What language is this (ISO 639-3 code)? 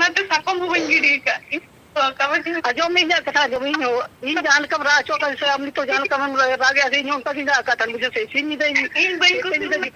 sat